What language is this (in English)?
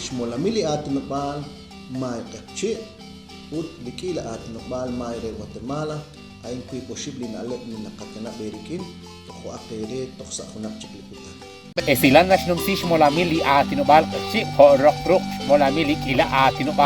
Kekchí